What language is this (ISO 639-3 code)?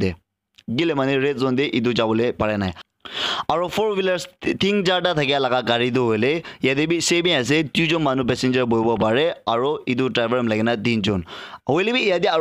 nag